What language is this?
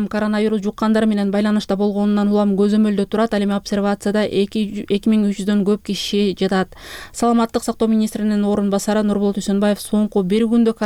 Kyrgyz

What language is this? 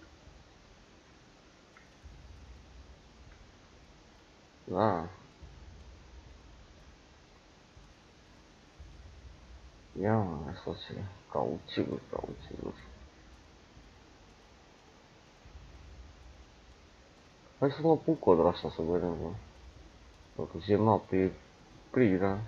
Romanian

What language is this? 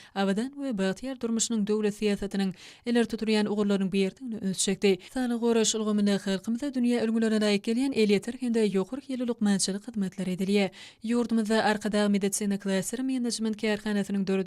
Turkmen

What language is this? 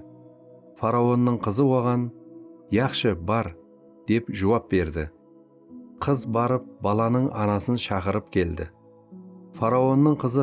Kara-Kalpak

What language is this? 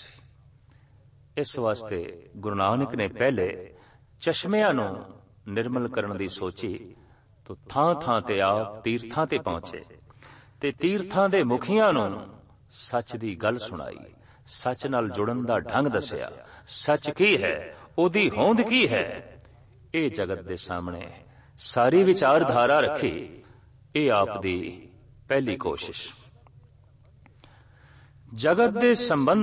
Punjabi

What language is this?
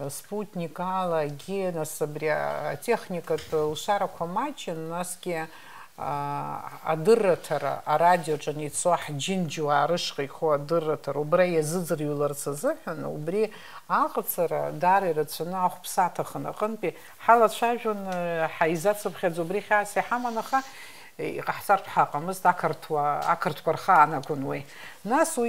Abkhazian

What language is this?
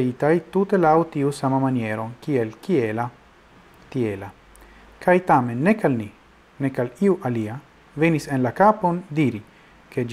Esperanto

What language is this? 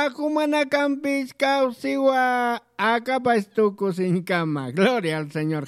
Aymara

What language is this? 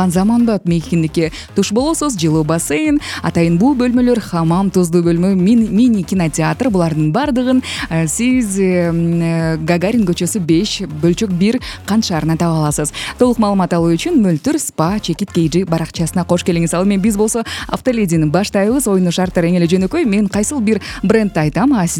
Kyrgyz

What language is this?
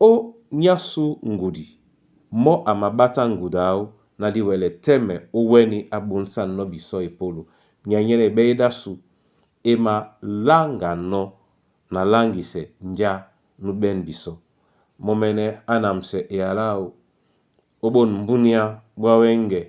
Duala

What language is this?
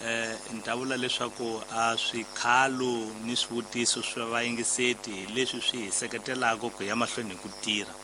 Tsonga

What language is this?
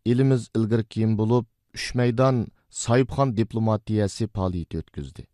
Uyghur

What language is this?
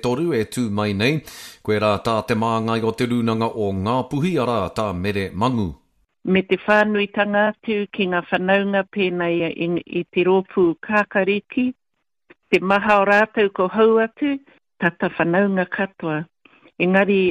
Māori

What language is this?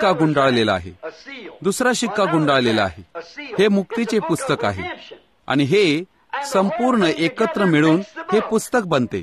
Marathi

